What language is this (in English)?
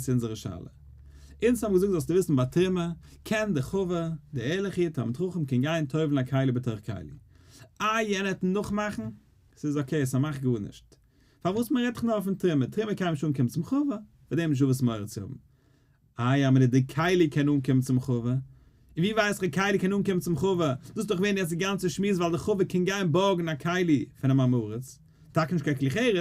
Yiddish